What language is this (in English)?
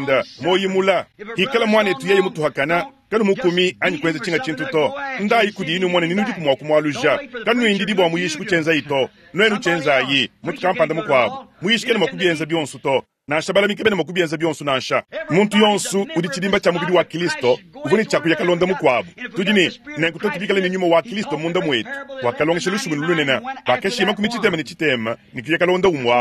Luba-Lulua